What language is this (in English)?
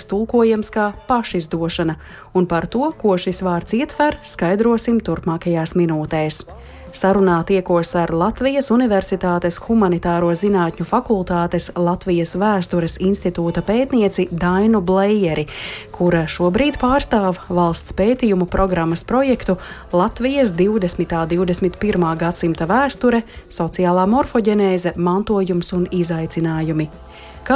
Latvian